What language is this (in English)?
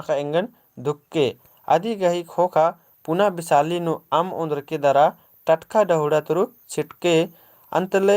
Kurukh